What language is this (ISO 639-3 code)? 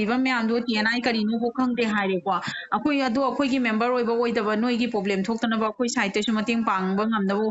mni